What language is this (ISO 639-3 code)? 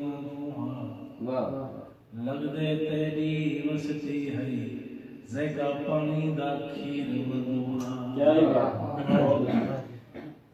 skr